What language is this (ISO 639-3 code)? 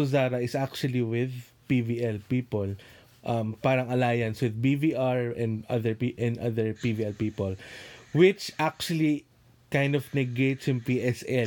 fil